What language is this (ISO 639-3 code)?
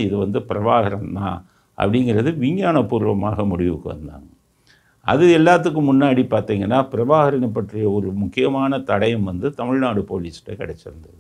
tam